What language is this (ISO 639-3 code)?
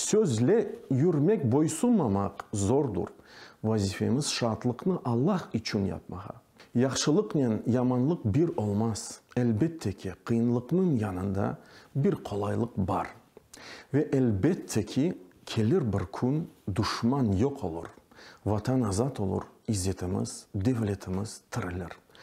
crh